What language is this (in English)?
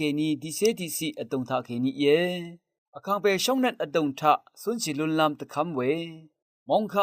Rawang